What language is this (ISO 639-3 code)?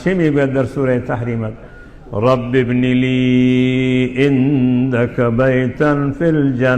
fas